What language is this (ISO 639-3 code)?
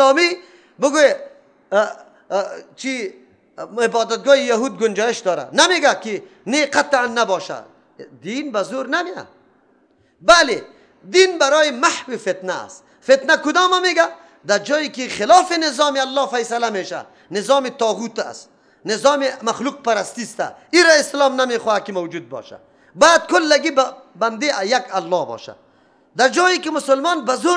fas